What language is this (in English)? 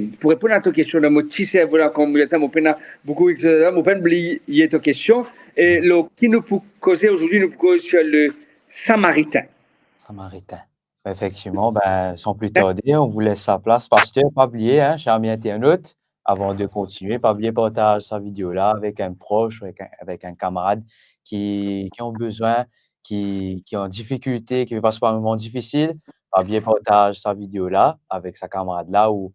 Morisyen